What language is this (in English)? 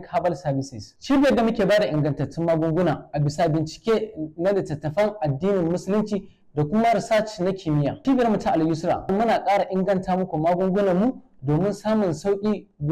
Hausa